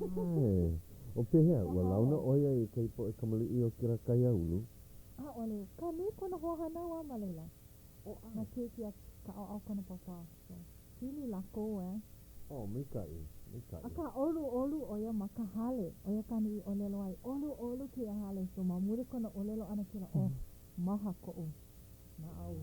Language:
Hawaiian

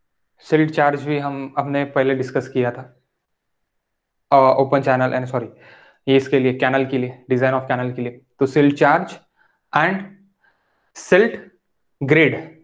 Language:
Hindi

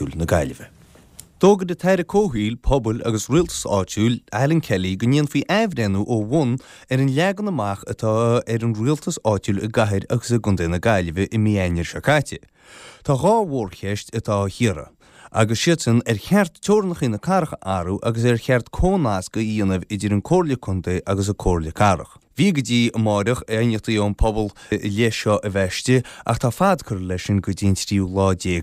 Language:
Irish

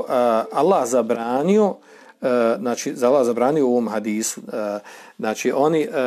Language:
Serbian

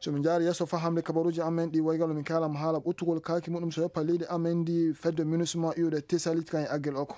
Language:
Maasina Fulfulde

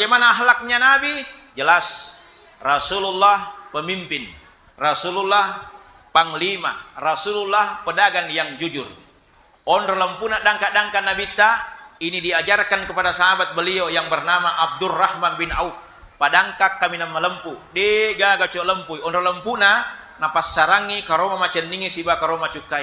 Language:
Buginese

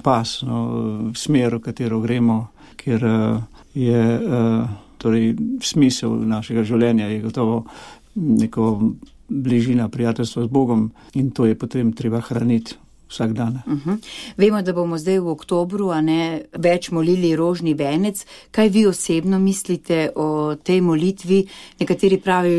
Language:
Slovenian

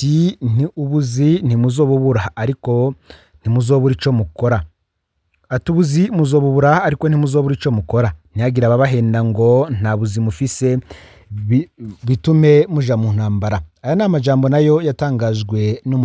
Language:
Rundi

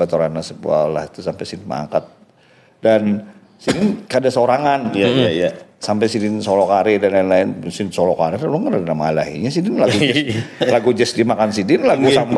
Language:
Banjar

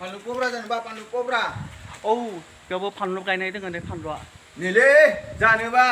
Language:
Bodo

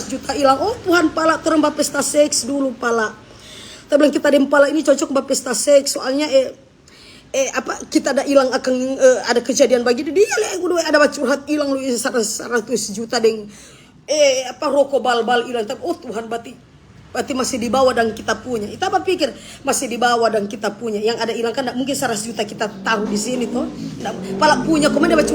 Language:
Manado Malay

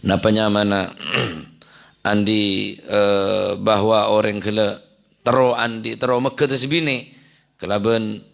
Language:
Madurese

